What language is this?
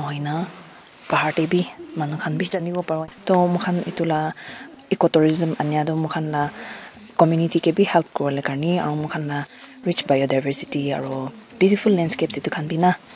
Naga Pidgin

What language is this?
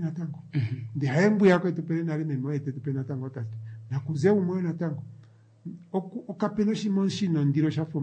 Kuanyama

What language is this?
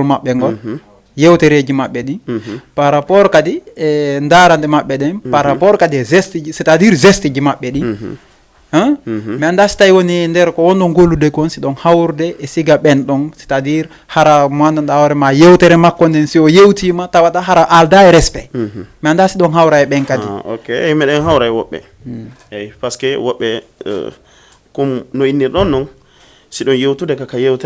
Fula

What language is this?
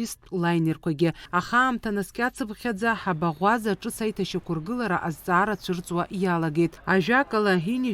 Abkhazian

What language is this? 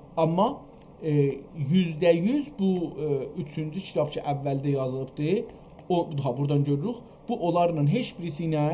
South Azerbaijani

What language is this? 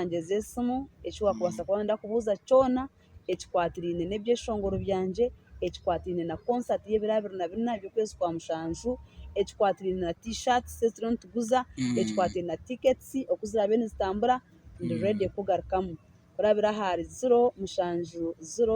Nyankole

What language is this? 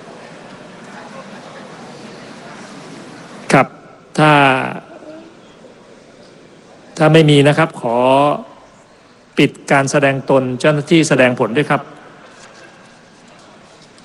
Thai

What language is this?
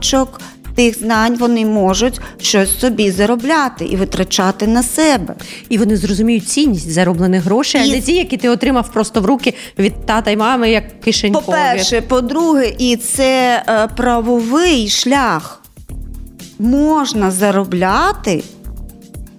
Ukrainian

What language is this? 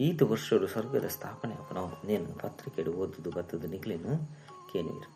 Tulu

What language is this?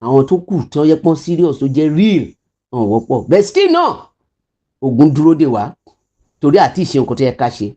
Yoruba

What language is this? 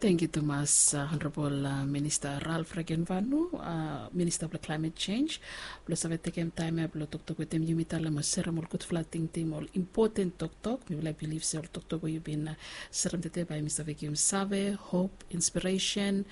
Bislama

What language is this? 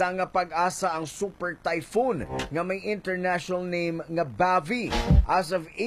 Hiligaynon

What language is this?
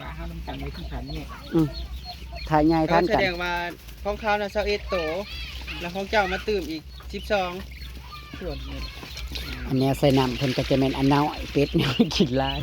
Northeastern Thai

